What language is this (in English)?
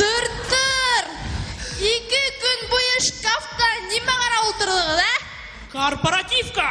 Bashkir